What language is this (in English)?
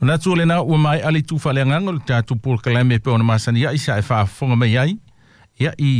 Samoan